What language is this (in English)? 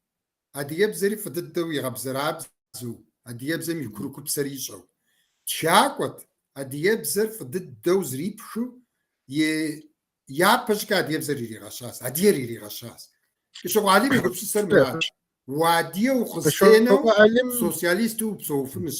Kabardian